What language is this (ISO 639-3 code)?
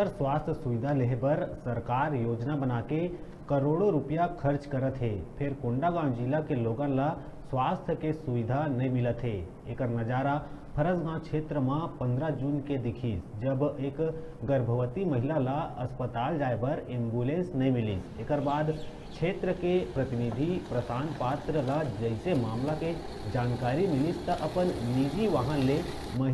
hne